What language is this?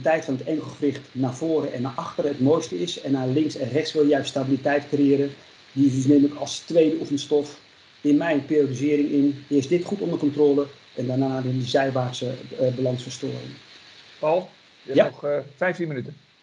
Dutch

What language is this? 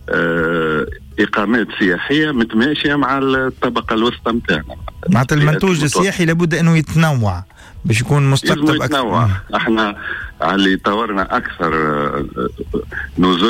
Tunisian Arabic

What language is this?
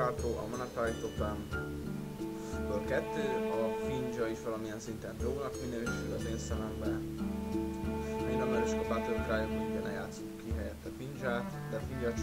Hungarian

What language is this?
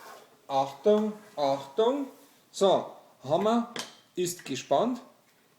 Bavarian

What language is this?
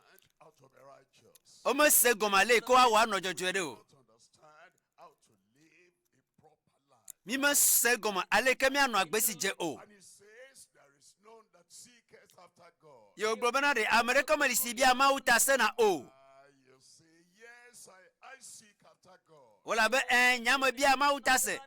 Ewe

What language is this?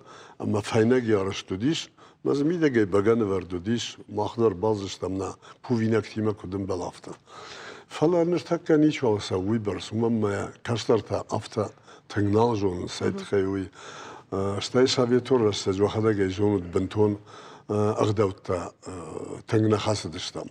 Ossetic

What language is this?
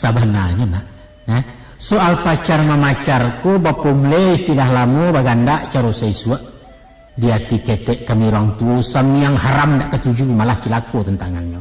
Minangkabau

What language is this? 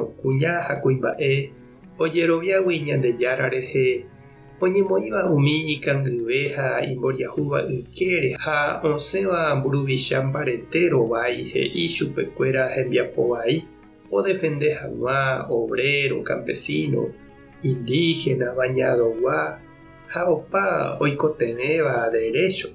Guarani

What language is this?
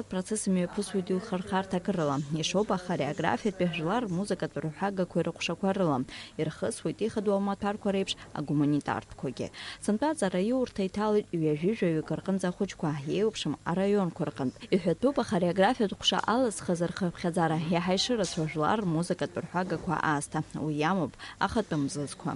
Abkhazian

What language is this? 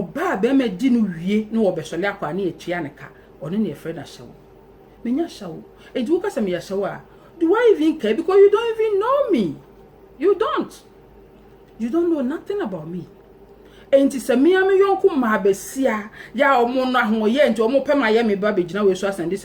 Akan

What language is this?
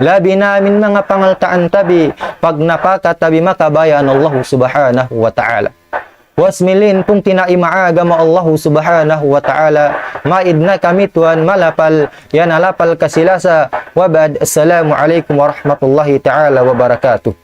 Tausug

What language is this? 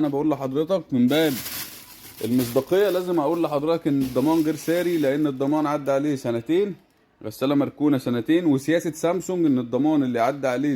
Egyptian Arabic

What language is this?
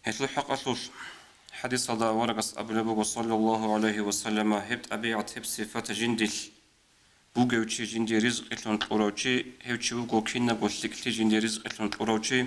Avaric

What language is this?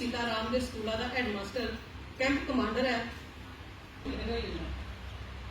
Dogri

